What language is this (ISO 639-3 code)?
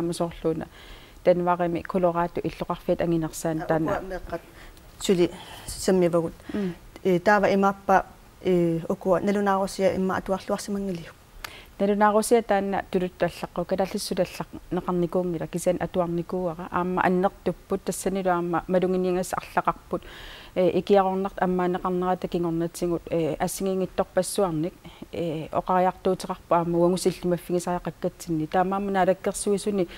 kal